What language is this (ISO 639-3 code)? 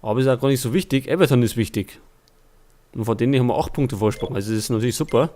bar